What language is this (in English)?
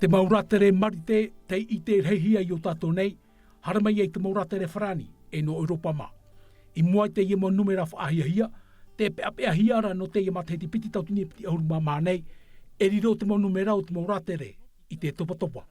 Tahitian